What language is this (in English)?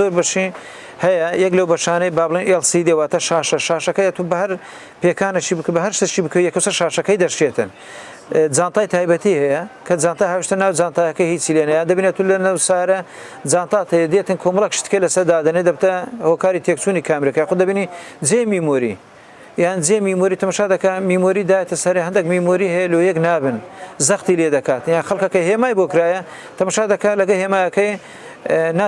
Central Kurdish